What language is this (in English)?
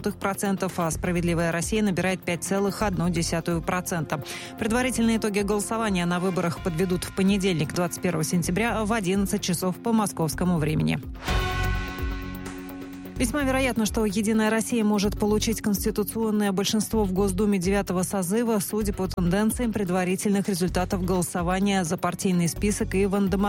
Russian